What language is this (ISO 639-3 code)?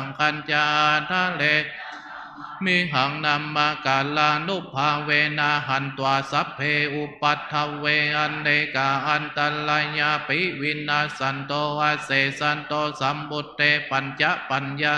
pli